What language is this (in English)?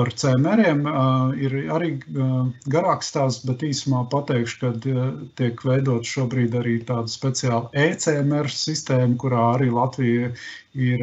Latvian